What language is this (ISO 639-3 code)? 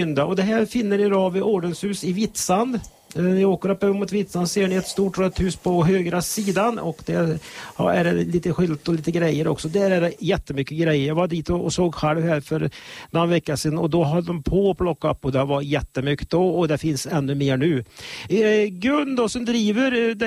swe